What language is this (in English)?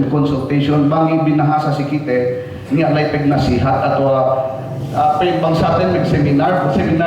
Yakan